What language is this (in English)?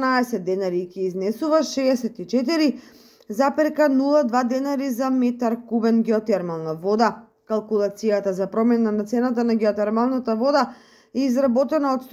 Macedonian